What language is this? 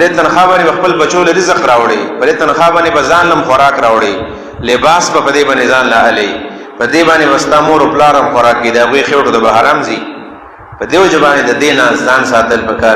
Pashto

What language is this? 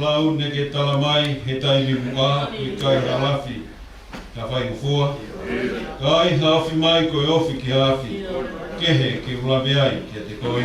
Tongan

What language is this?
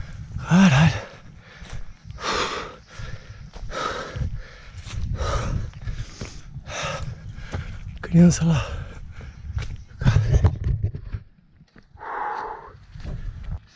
Portuguese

